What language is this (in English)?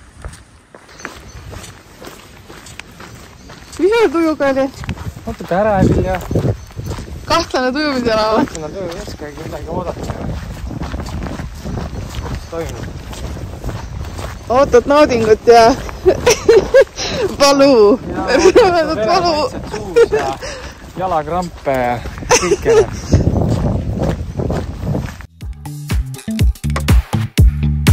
Estonian